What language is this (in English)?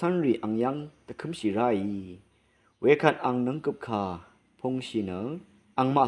Rawang